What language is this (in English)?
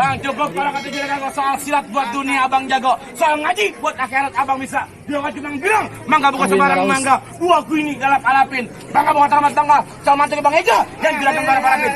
Betawi